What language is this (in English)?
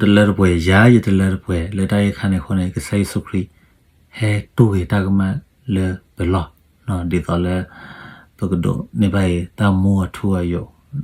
S'gaw Karen